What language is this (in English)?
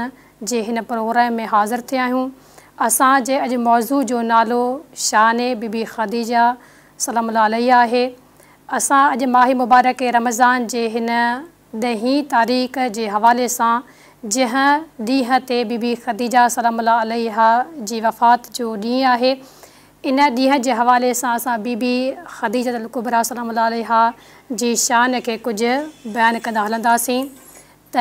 Sindhi